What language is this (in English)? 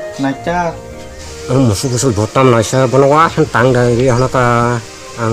Kok Borok